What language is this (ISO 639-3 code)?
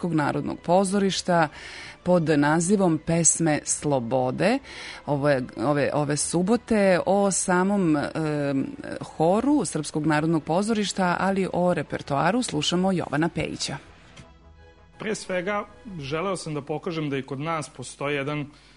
srp